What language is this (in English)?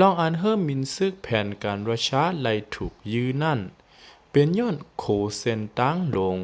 Lao